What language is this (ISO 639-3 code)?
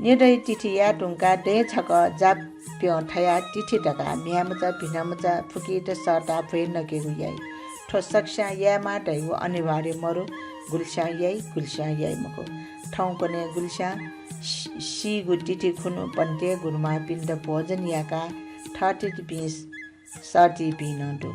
new